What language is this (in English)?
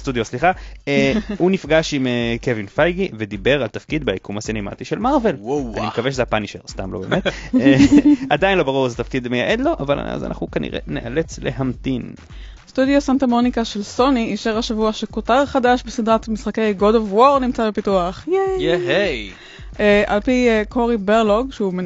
Hebrew